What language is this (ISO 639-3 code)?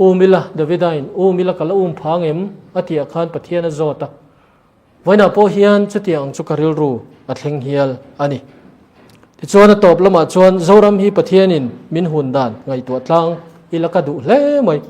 lus